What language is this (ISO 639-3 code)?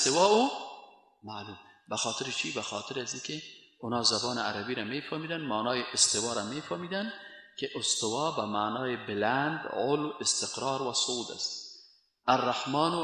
fas